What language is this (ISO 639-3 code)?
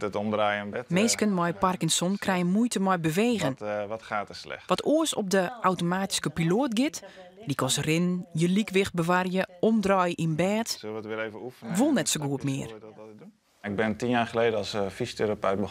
fry